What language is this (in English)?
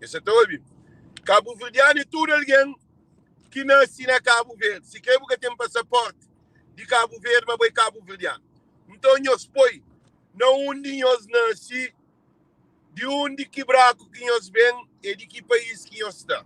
Kabuverdianu